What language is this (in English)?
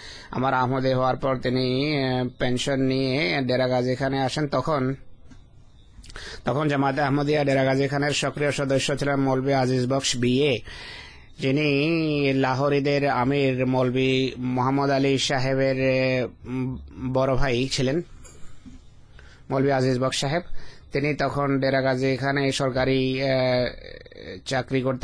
Bangla